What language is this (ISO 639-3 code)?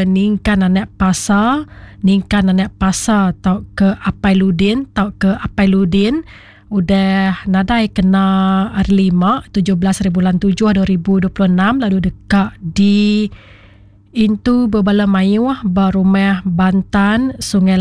iba